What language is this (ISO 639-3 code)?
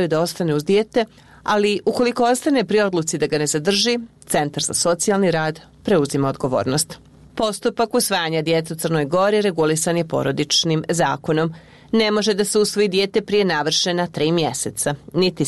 srp